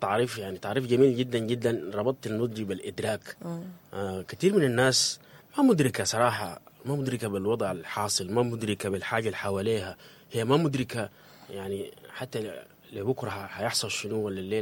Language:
Sudanese Arabic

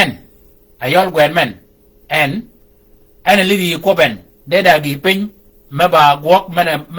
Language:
Shilluk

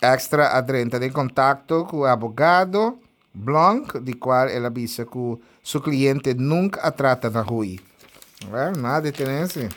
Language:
Papiamento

